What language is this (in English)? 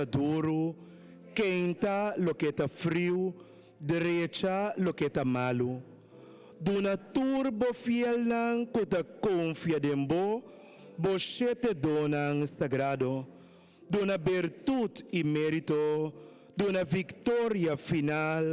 Papiamento